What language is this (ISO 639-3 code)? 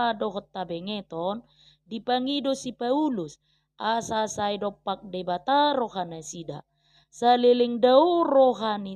bbc